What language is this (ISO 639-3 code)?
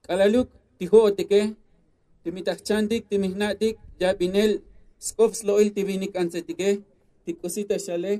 tzo